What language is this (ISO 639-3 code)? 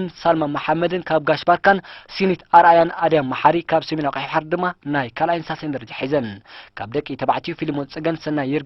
tir